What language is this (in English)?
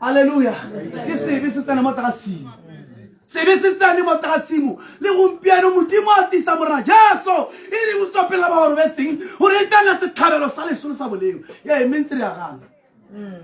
Tswana